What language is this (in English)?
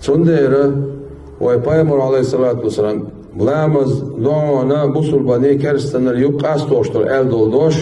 Chechen